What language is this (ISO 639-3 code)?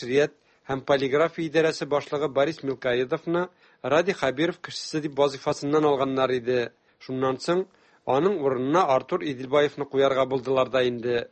tat